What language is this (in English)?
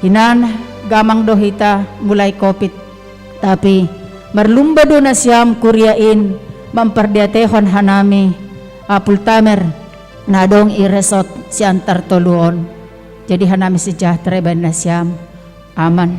Batak Simalungun